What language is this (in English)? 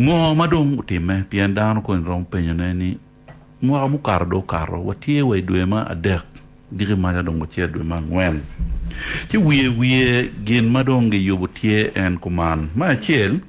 Acoli